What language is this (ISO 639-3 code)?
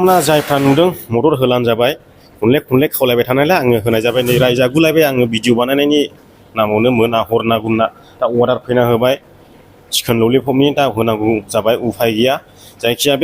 brx